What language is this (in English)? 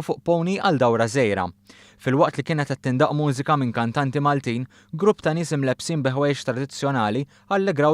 Maltese